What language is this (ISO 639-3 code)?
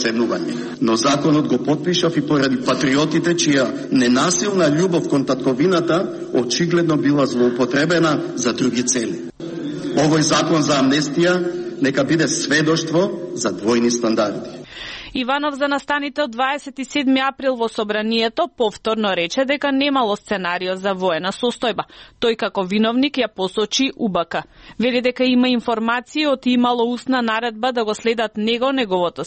mkd